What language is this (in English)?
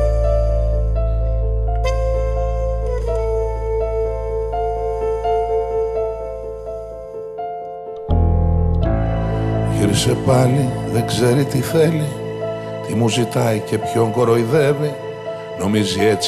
Greek